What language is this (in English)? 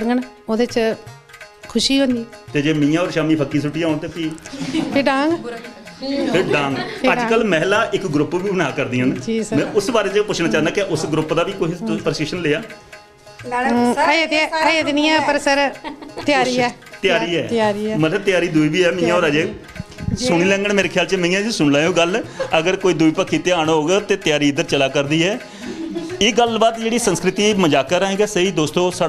Dogri